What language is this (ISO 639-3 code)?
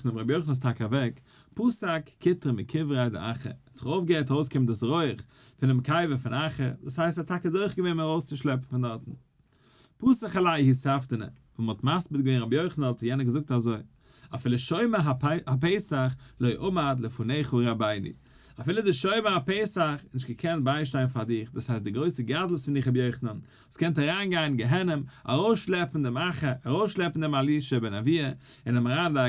yid